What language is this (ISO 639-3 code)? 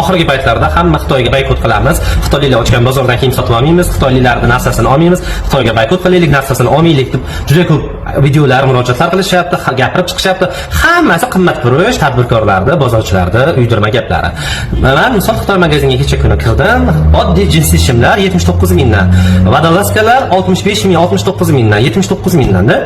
uzb